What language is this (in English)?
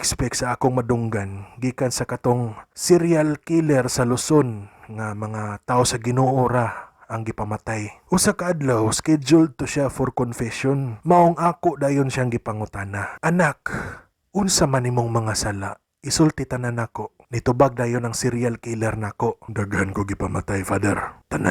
Cebuano